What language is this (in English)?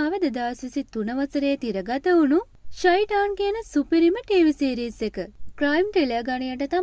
Sinhala